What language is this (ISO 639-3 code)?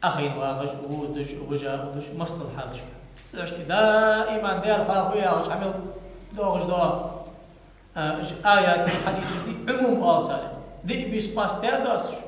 inh